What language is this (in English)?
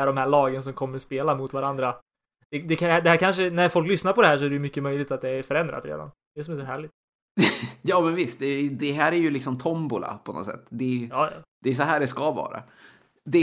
Swedish